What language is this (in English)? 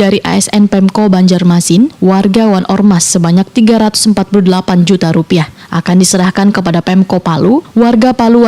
Banjar